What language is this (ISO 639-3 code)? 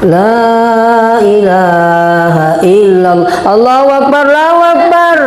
bug